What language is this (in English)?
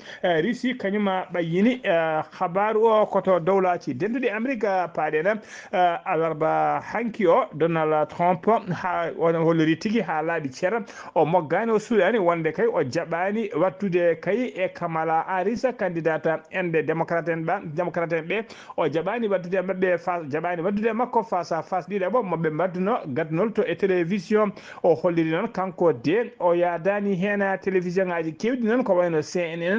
Fula